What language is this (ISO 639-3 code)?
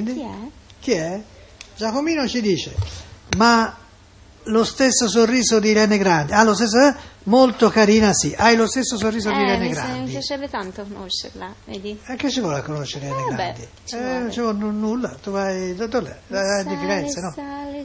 ita